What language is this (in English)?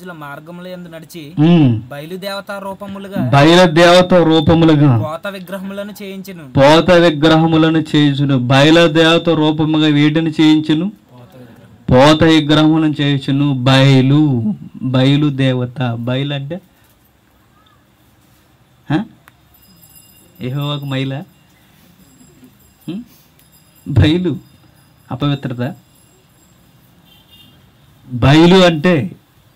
Telugu